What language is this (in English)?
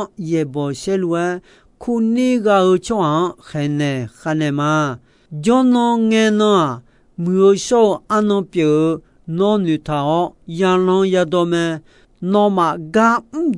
Akha